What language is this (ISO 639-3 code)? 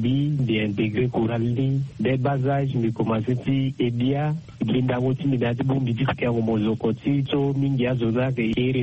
sag